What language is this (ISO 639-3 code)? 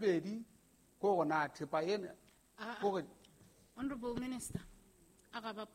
sot